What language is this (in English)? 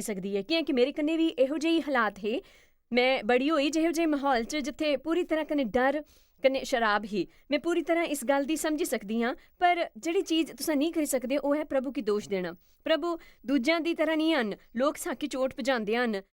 Dogri